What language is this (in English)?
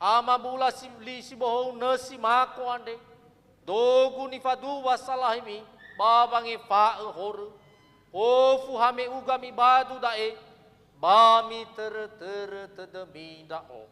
Nias